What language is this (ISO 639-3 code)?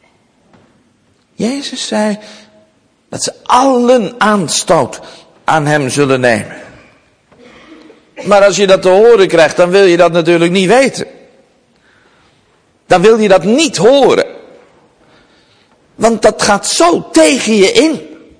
nld